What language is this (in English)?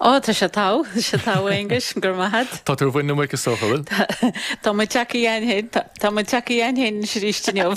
Irish